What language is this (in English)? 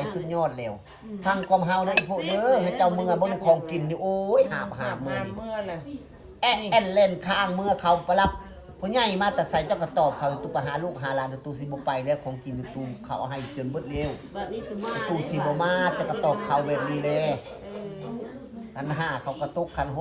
Northeastern Thai